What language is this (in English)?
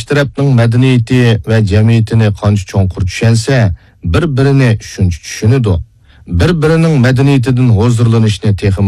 Uyghur